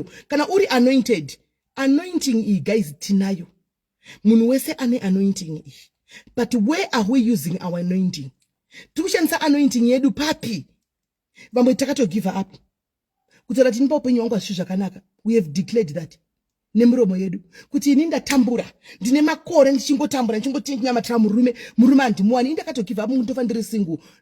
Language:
Shona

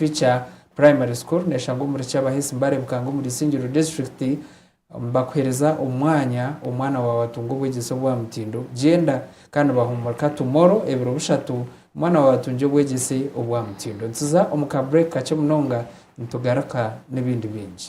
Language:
Nyankole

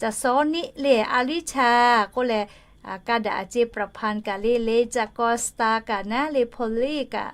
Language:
Lahu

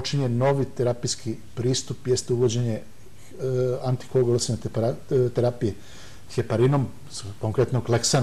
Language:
Serbian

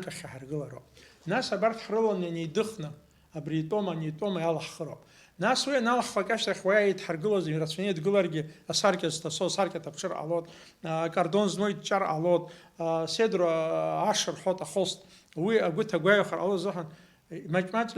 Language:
Abkhazian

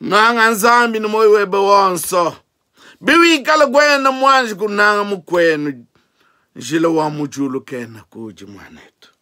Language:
Luba-Lulua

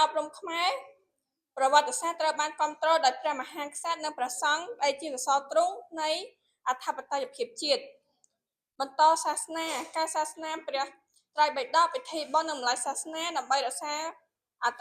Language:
Khmer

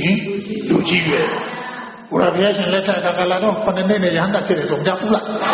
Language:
Burmese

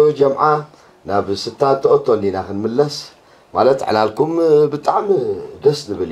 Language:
Tigrinya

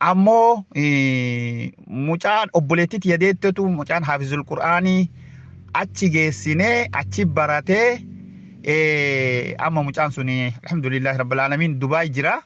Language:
Oromo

